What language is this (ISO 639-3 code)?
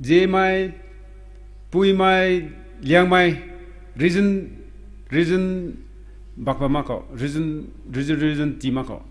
nbu